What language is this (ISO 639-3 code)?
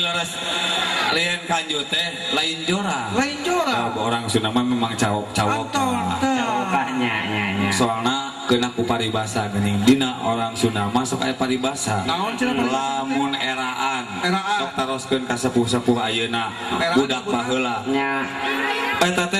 sun